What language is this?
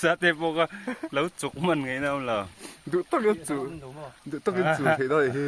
Mizo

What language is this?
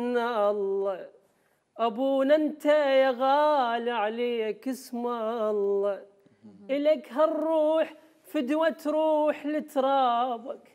Mesopotamian Arabic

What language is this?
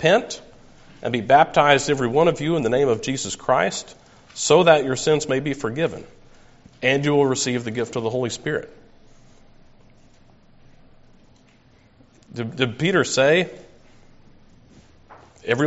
English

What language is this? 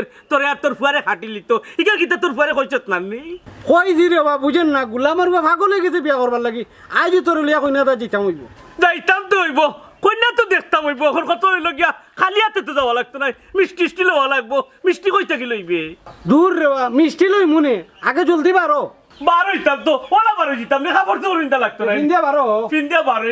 Sylheti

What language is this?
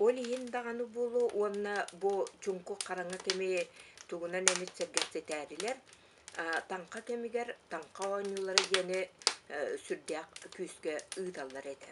Yakut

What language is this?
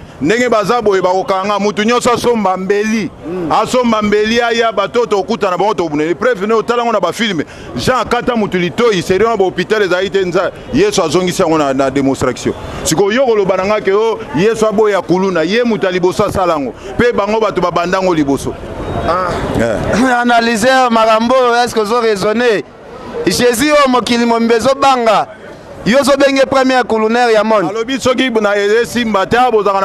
Lingala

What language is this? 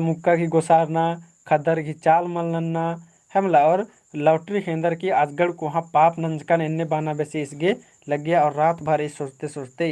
Kurukh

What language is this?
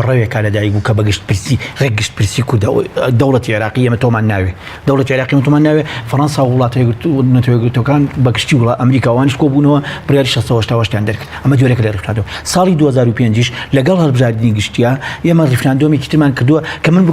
Central Kurdish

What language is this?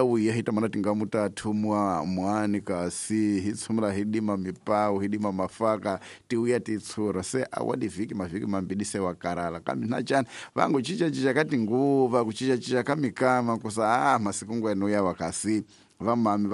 Tsonga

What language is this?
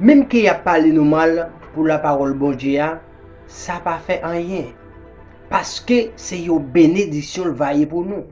Haitian Creole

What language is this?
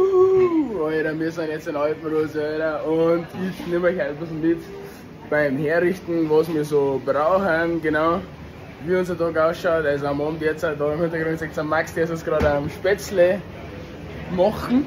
Bavarian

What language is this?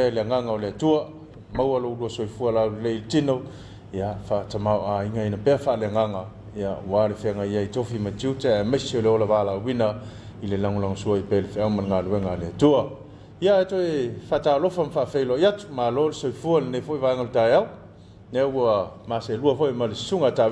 Samoan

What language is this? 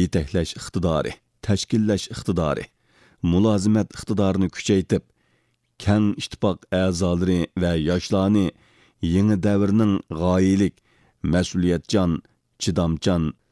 Uyghur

